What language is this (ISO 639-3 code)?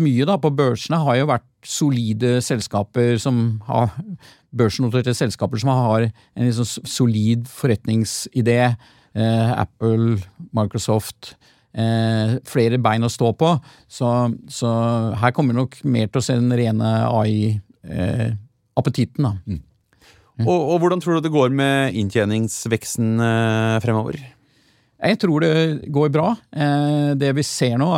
nor